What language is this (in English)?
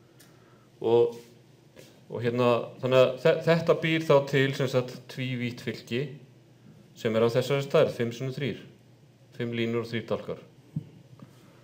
Icelandic